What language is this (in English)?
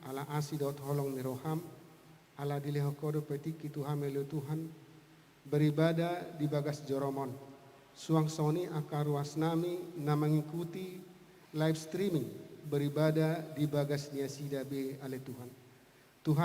Batak Toba